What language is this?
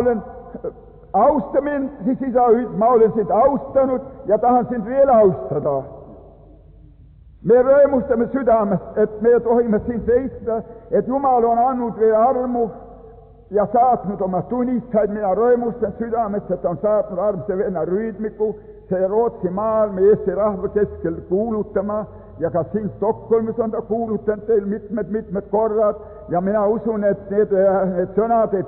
Estonian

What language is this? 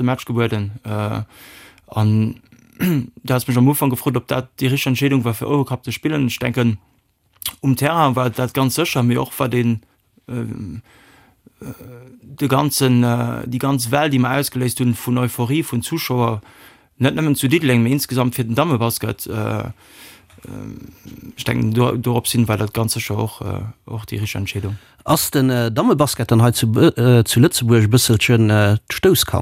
Luxembourgish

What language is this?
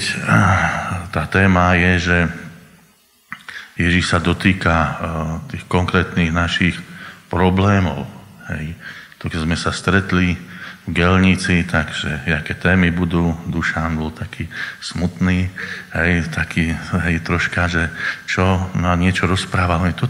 Slovak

